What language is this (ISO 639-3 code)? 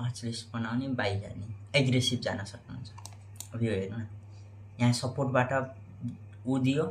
nep